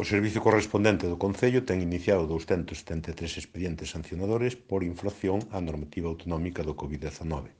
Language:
Galician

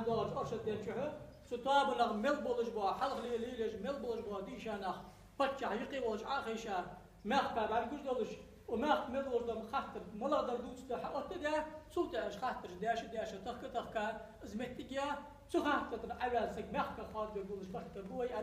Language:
Ingush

